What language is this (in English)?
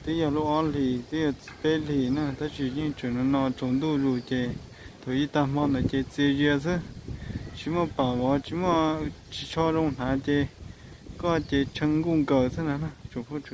Hmong